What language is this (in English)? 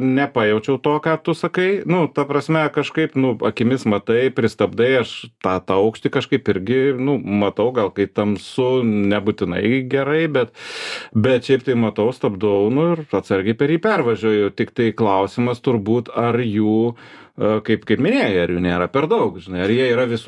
Lithuanian